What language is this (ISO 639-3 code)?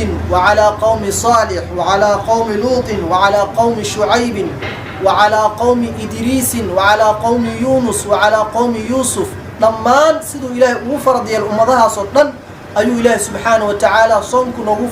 som